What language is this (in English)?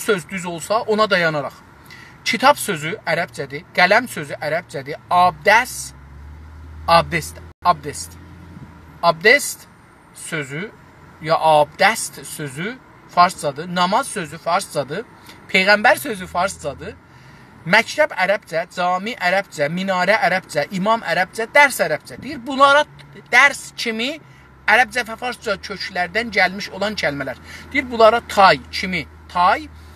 South Azerbaijani